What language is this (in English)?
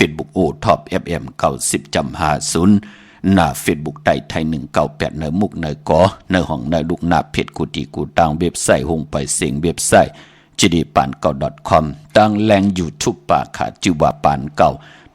Shan